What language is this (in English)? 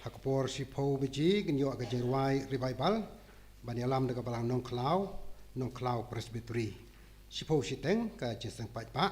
Khasi